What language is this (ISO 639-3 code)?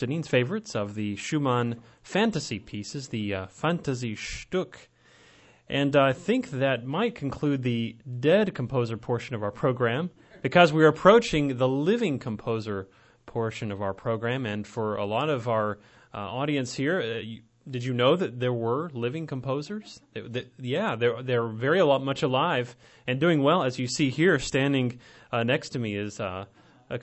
eng